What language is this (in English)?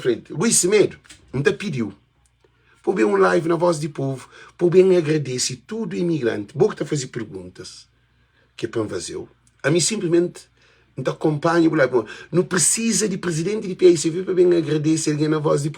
Kabuverdianu